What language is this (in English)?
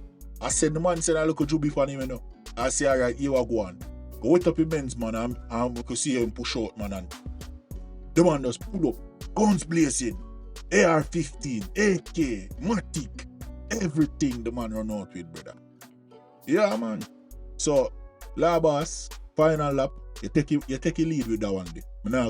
Jamaican Creole English